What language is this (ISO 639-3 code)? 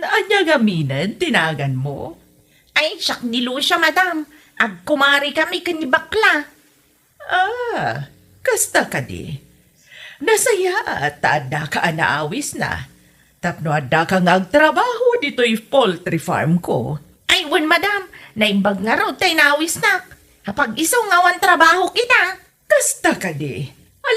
ilo